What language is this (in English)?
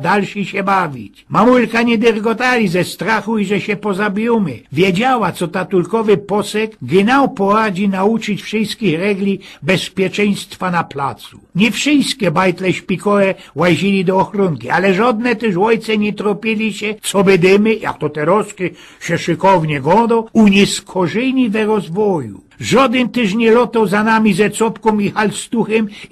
Silesian